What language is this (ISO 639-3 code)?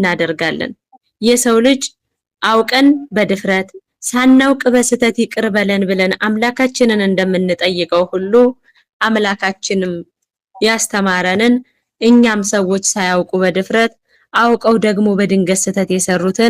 amh